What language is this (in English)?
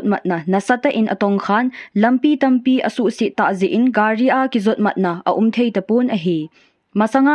Thado Chin